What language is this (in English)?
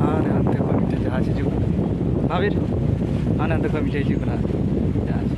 Santali